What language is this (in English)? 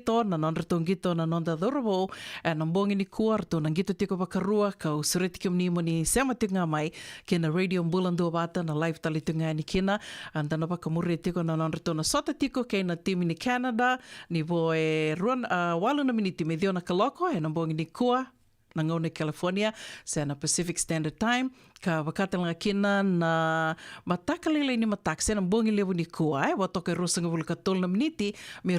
Fijian